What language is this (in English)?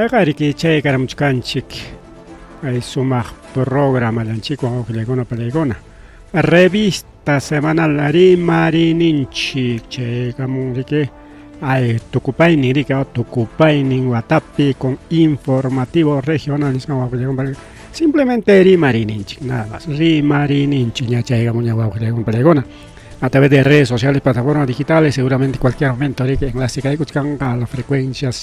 Ayacucho Quechua